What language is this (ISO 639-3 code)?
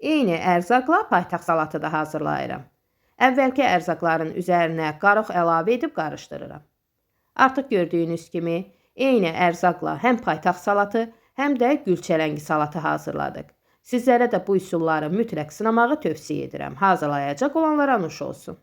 aze